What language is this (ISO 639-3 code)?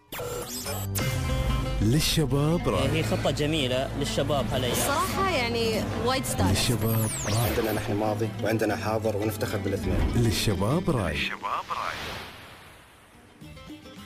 afb